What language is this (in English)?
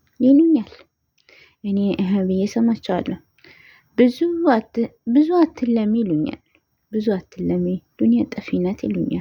Amharic